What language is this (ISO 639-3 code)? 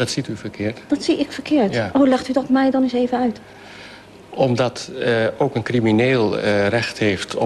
nld